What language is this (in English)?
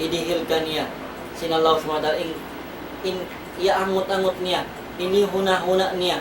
Tausug